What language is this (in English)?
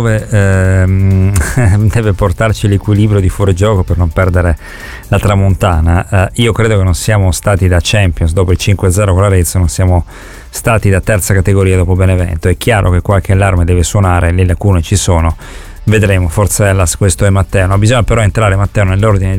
Italian